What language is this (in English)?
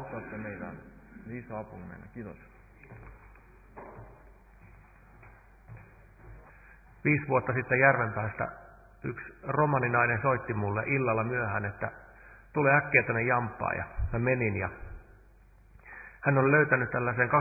Finnish